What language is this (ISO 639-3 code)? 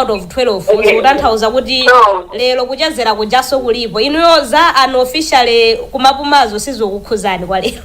nya